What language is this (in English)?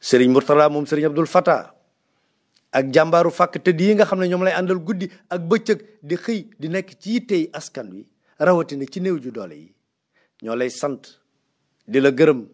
Wolof